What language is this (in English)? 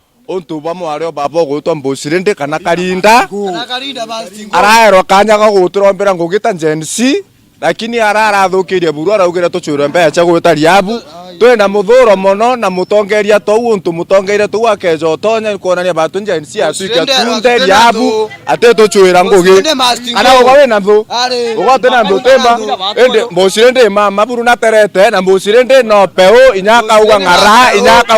Meru